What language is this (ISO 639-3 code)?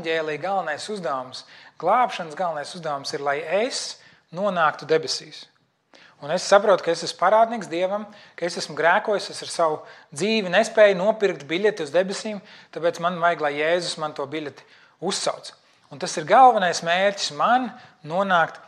lav